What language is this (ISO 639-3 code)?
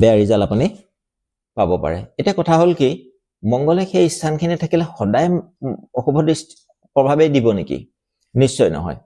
asm